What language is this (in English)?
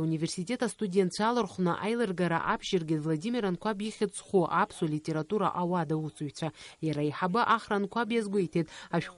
Abkhazian